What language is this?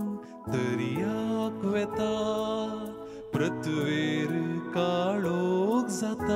Konkani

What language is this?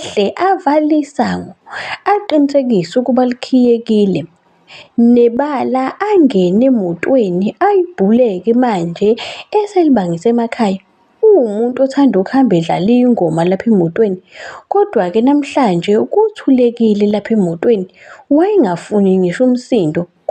Zulu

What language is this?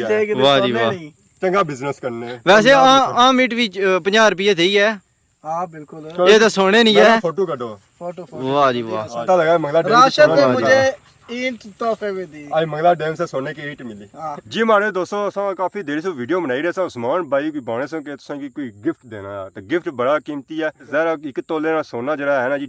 Pahari-Potwari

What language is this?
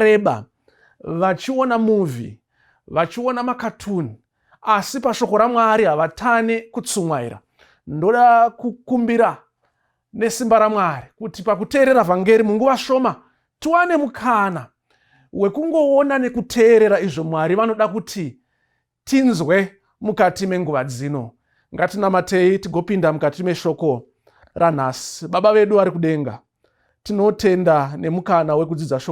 Shona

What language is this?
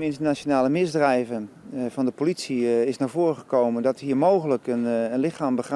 Western Frisian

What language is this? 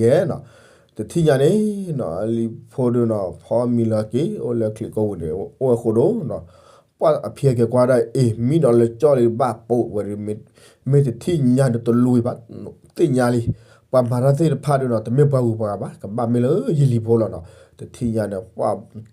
S'gaw Karen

